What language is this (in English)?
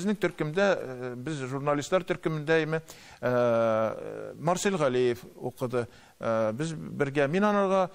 Tatar